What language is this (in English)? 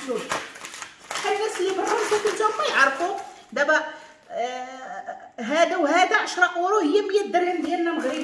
Moroccan Arabic